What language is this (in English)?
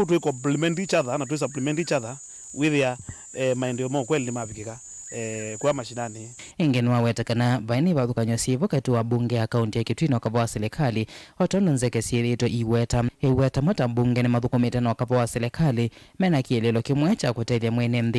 Kamba